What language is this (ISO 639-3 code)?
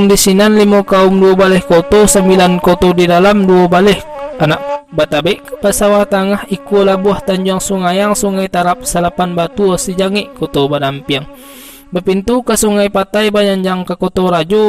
min